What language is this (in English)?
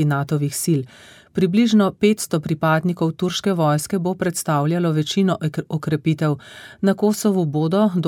Slovenian